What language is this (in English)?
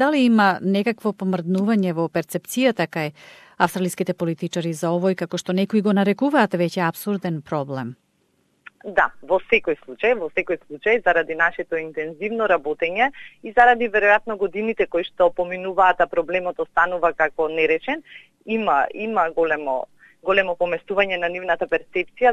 Macedonian